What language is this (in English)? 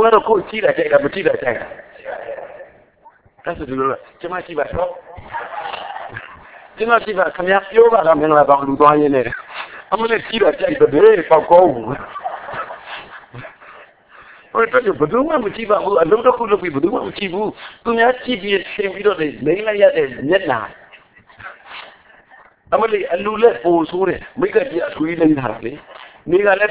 Burmese